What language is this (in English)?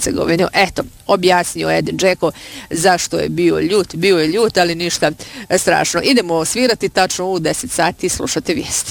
Bosnian